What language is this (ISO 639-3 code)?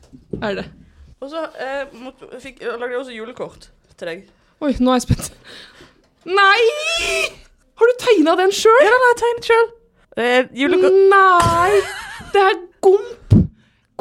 nor